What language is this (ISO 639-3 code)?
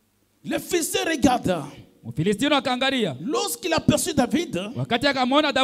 swa